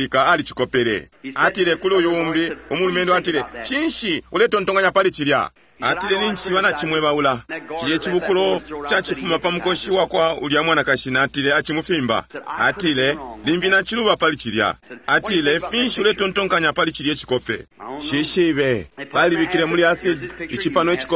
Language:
Bemba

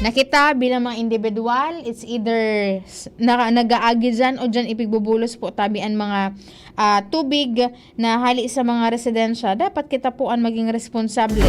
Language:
Bikol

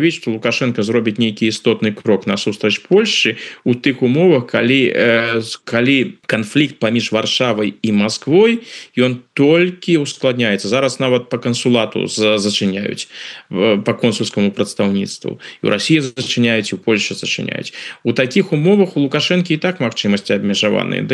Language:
Belarusian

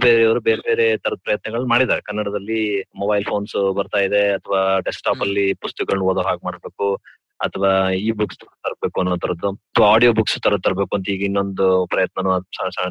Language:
Kannada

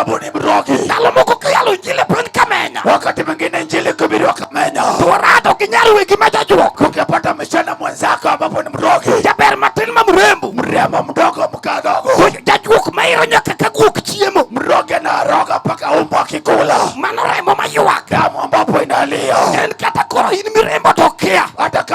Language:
Luo (Kenya and Tanzania)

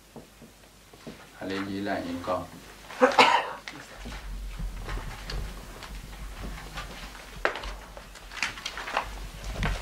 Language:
Burmese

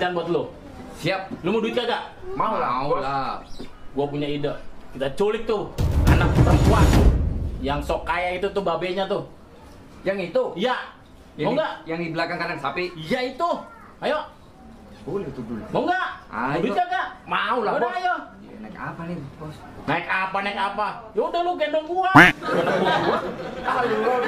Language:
Betawi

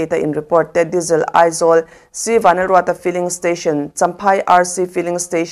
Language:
Mizo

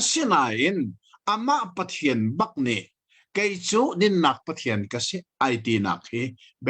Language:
Hakha Chin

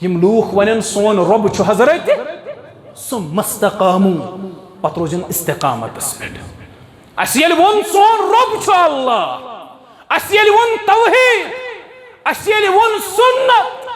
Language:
Kashmiri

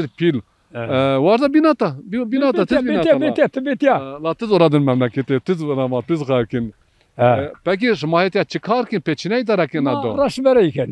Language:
Zaza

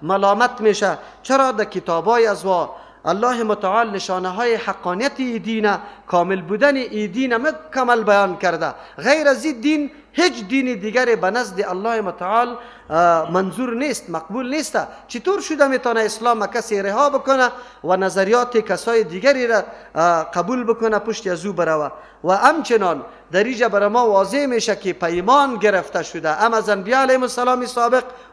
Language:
Persian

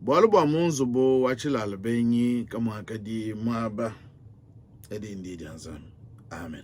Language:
Luba-Lulua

